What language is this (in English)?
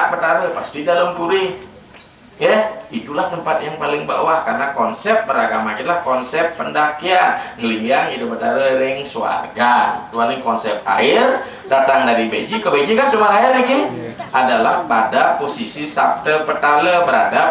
Balinese